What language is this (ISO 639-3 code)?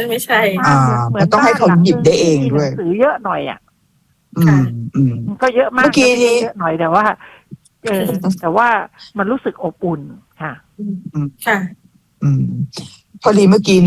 tha